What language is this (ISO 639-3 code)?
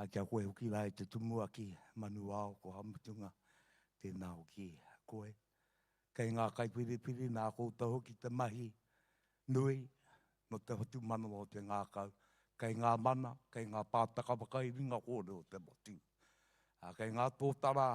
mri